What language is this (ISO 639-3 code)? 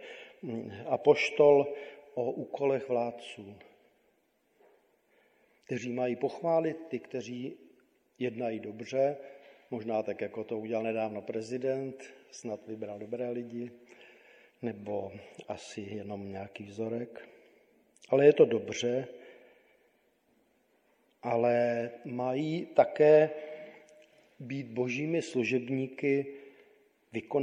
ces